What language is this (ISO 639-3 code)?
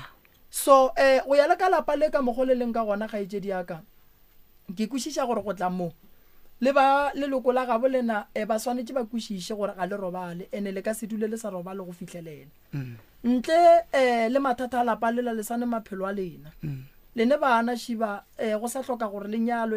nso